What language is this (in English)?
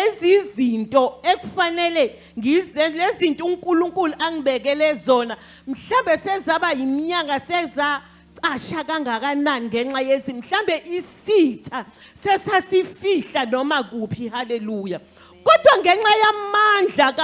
Zulu